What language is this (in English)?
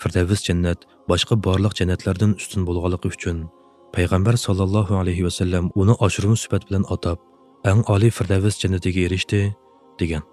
Uyghur